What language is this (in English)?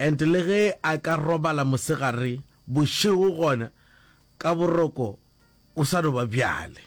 Northern Sotho